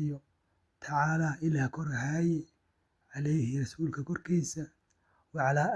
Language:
Somali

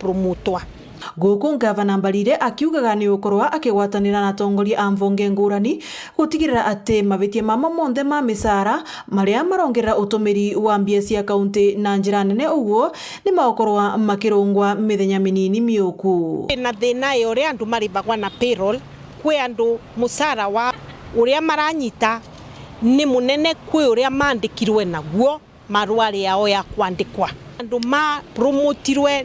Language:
Meru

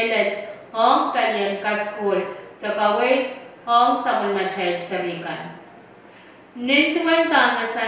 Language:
Pohnpeian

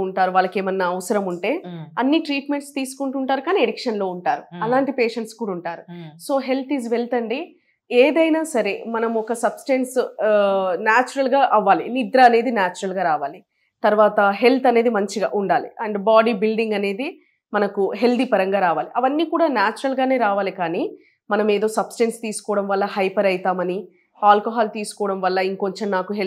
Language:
Telugu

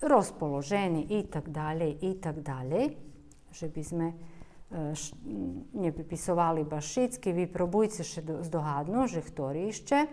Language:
Rusyn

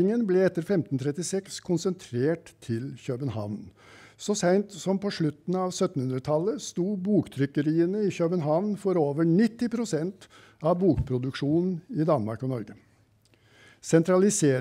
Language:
Norwegian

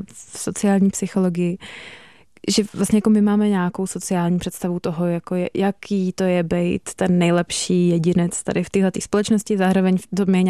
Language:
Czech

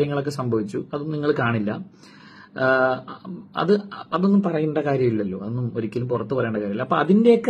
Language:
Malayalam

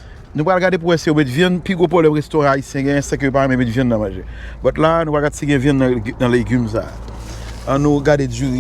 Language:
Haitian Creole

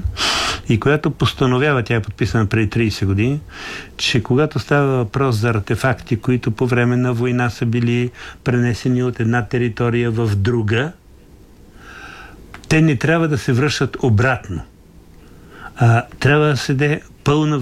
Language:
Bulgarian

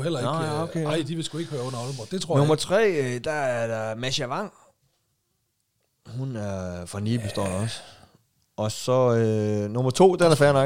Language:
Danish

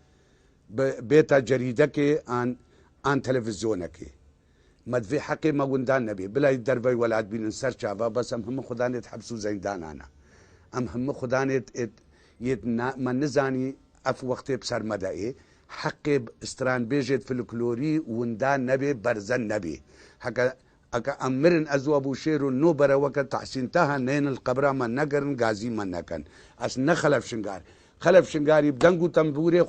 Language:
Kurdish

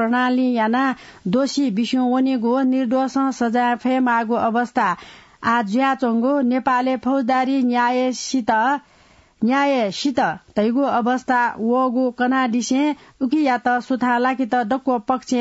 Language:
Newari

